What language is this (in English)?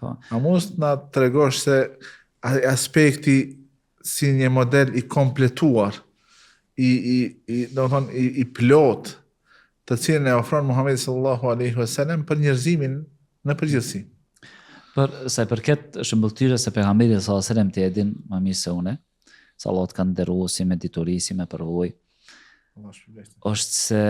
Albanian